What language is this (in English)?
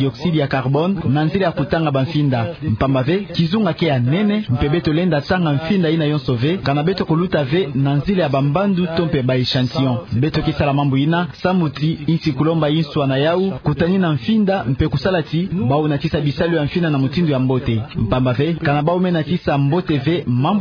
Kituba (Democratic Republic of Congo)